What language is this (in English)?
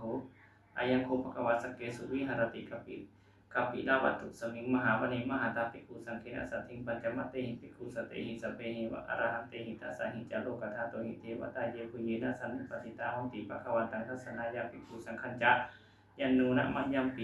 Pali